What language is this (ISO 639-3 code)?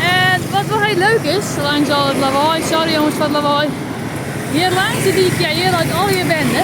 fry